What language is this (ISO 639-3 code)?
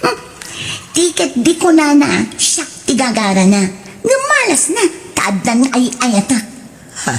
ilo